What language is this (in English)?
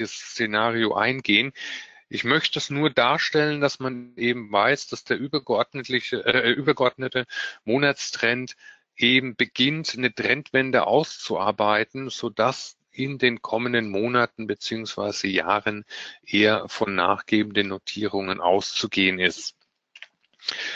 German